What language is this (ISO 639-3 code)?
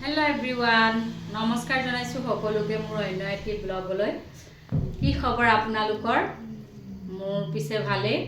asm